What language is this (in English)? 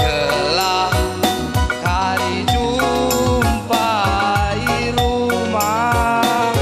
Batak Karo